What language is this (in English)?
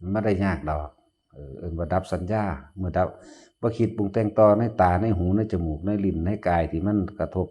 Northeastern Thai